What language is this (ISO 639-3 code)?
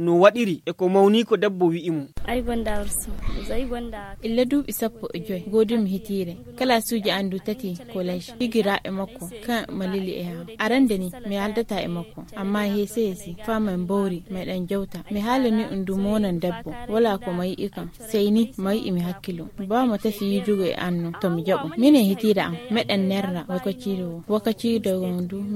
fuv